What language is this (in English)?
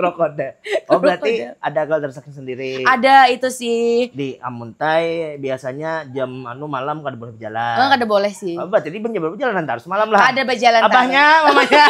Banjar